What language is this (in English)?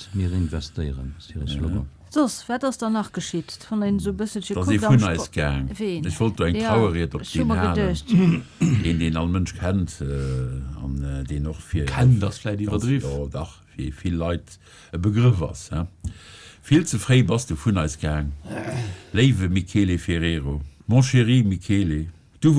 Luxembourgish